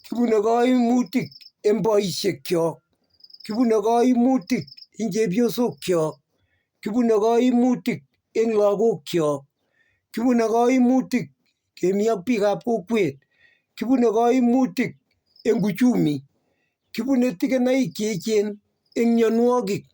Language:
Kalenjin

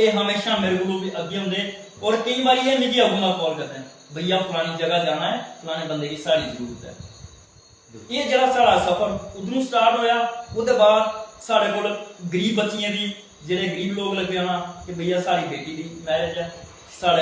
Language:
Dogri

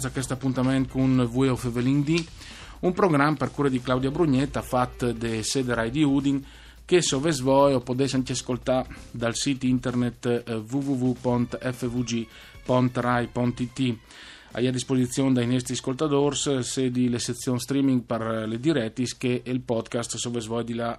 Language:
Friulian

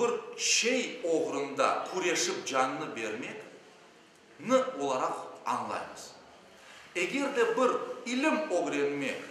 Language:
Crimean Tatar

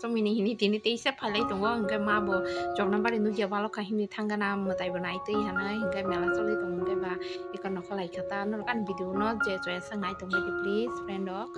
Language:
Kok Borok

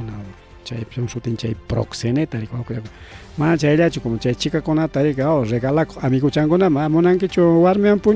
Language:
Ayacucho Quechua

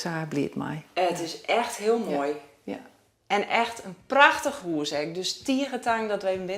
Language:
Western Frisian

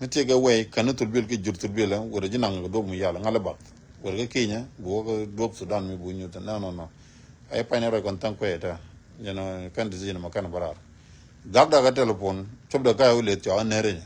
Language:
Nuer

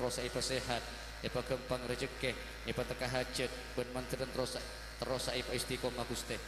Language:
Madurese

